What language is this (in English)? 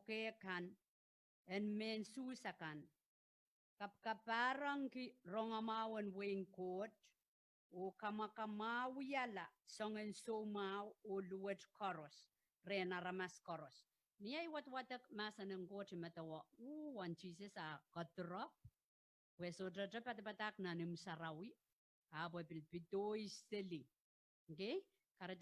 Pohnpeian